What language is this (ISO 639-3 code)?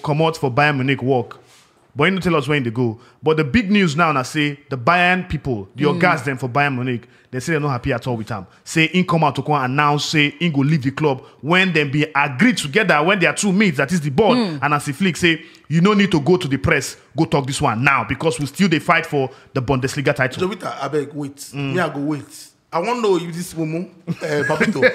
pcm